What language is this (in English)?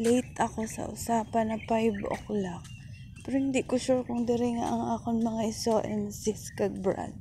Hiligaynon